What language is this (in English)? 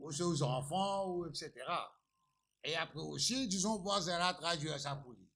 Morisyen